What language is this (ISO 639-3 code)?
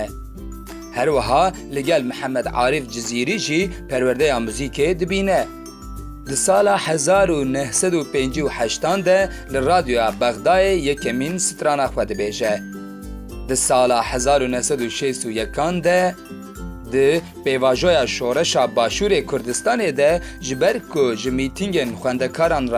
kur